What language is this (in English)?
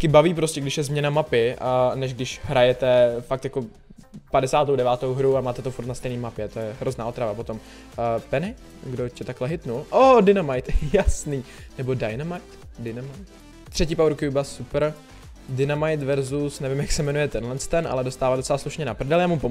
Czech